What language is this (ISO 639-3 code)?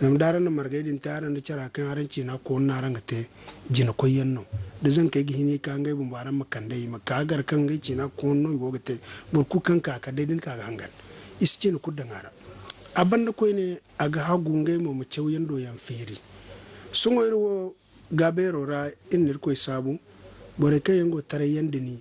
dje